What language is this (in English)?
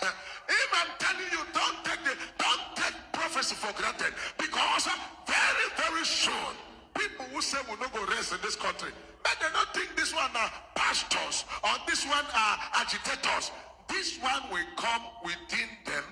Igbo